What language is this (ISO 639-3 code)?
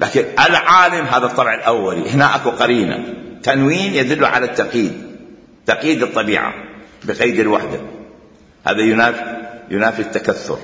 acm